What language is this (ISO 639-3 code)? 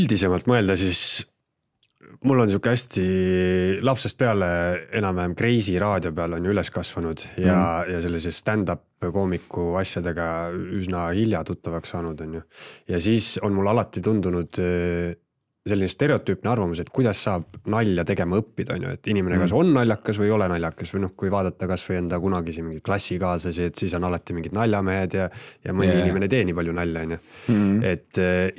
est